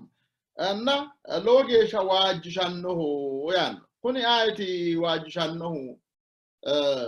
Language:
Sidamo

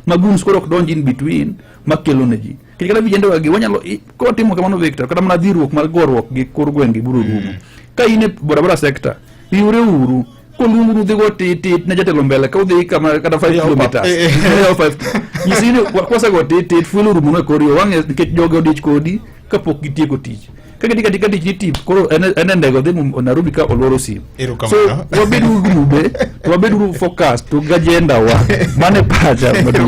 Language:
Luo (Kenya and Tanzania)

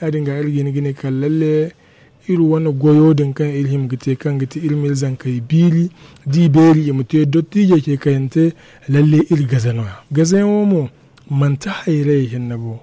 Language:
Zarma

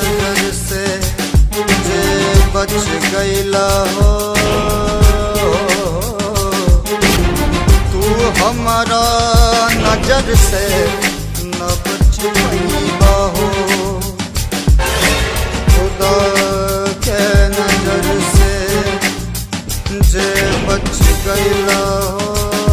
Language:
Bhojpuri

